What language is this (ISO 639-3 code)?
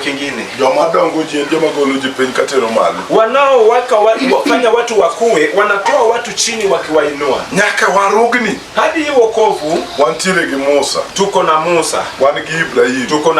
luo